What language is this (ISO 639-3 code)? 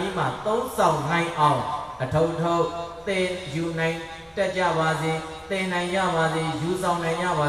mya